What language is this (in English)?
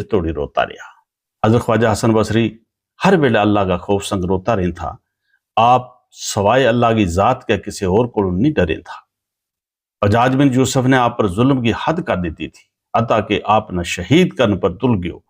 Gujari